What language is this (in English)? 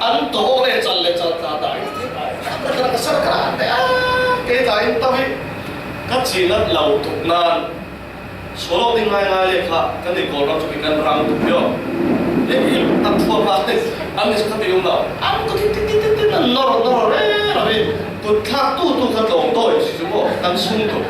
Falam Chin